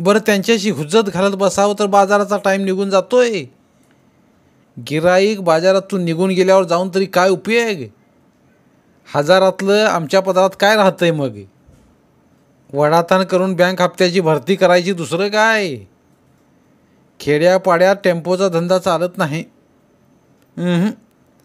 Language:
Marathi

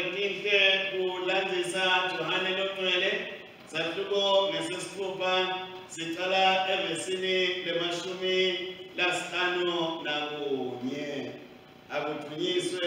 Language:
Swati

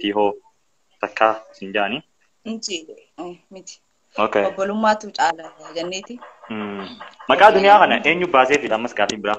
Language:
Oromo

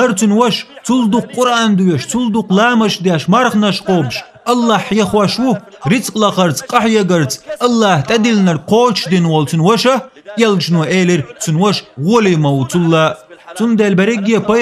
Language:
Chechen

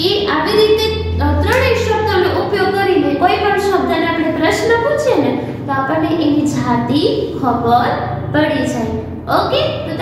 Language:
Gujarati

